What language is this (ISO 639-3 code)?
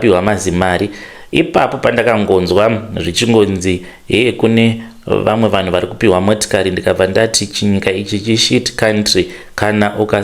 sna